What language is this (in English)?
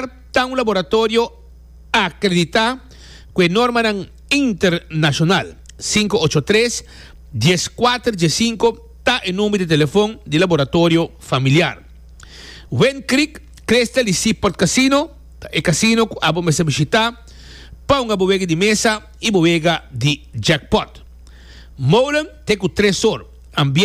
Papiamento